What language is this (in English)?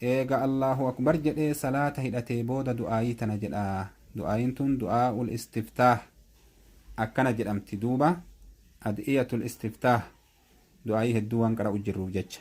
Oromo